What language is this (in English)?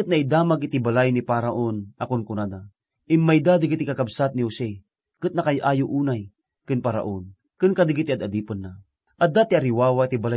Iloko